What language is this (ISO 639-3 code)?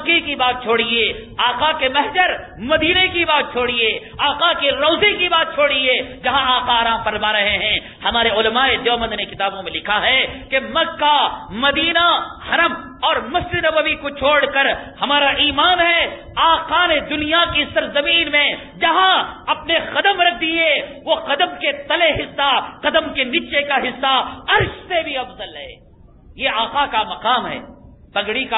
urd